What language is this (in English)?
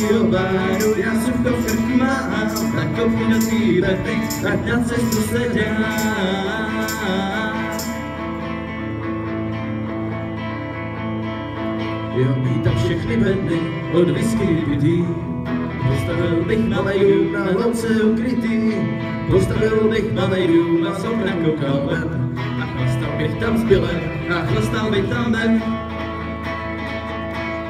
Czech